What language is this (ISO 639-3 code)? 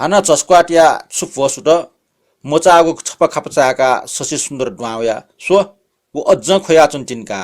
new